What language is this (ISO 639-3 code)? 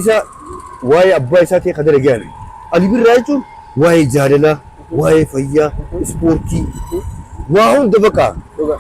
orm